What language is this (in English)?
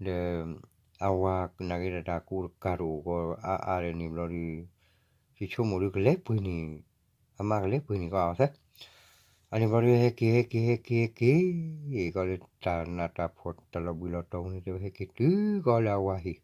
S'gaw Karen